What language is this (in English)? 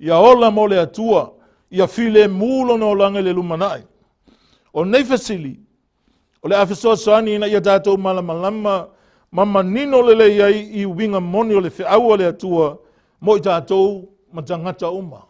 Samoan